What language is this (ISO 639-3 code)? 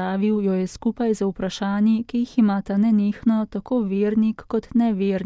slv